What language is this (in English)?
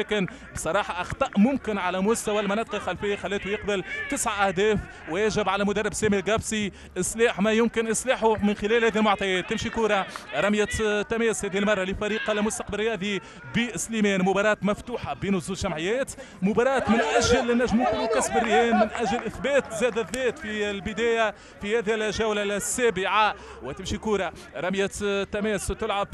Tunisian Arabic